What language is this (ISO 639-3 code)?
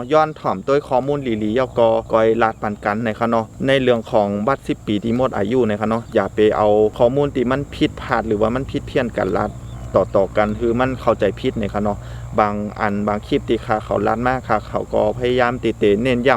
shn